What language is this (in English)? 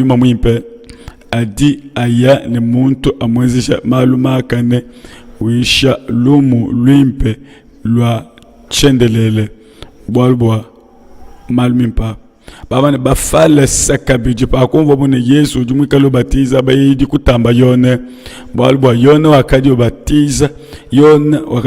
Luba-Lulua